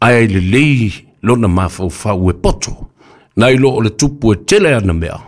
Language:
Samoan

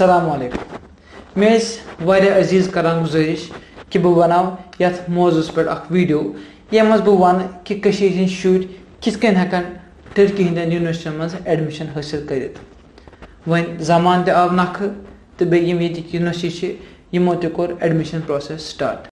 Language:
Kashmiri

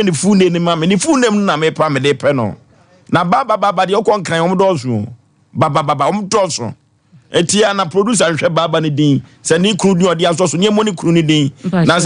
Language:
Akan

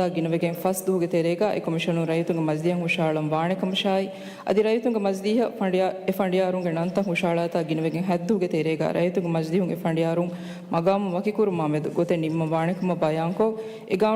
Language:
Divehi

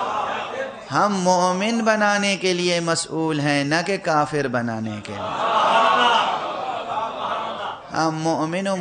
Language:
Urdu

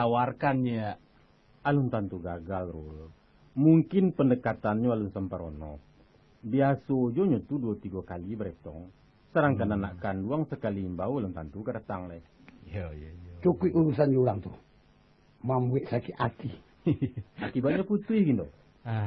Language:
Minangkabau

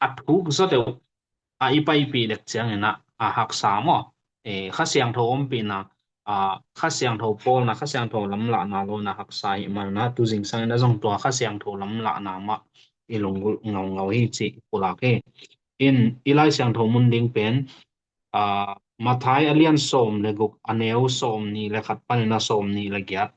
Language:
Tedim Chin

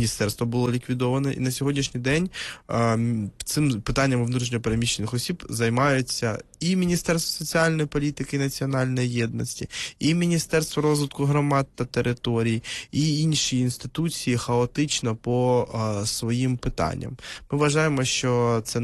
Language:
Ukrainian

